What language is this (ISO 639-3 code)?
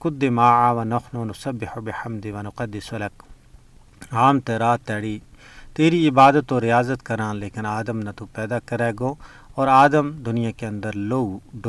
gju